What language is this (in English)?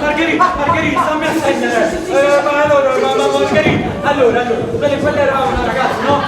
Neapolitan